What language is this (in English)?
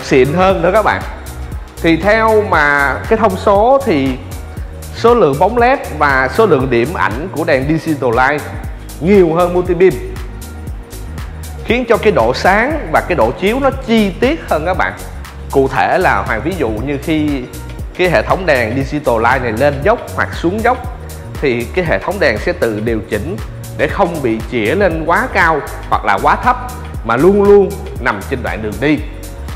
Vietnamese